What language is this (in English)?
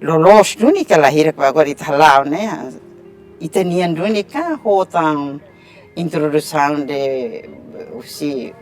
Tetum